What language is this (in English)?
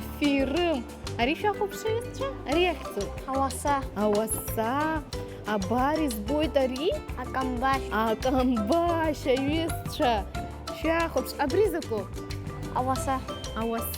Abkhazian